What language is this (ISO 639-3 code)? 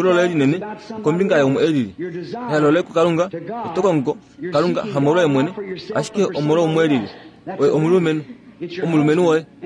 kua